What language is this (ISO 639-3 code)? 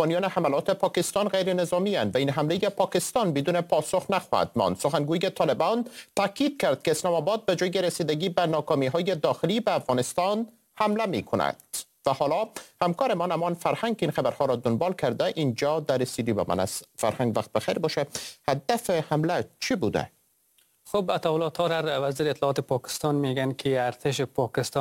fas